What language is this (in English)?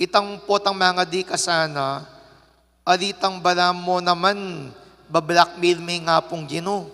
Pampanga